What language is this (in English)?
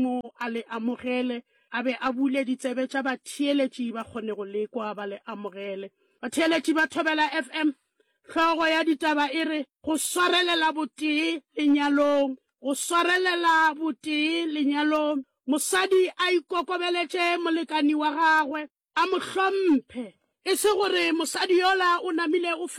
Northern Sotho